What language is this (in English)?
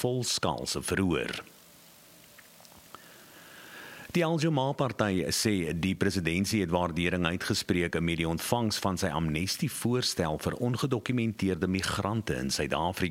Afrikaans